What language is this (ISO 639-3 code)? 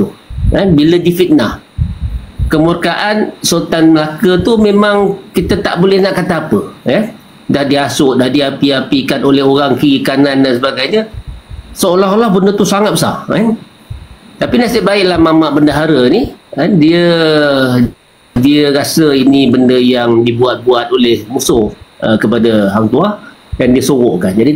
msa